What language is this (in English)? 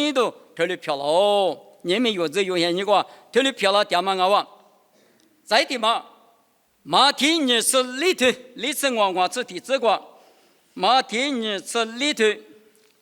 Lisu